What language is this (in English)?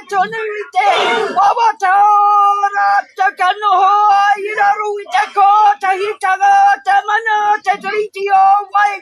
Māori